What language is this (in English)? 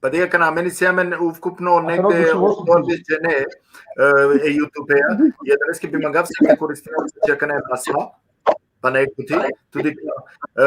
Balkan Romani